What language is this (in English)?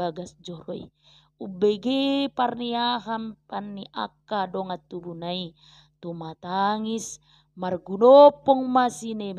Batak Toba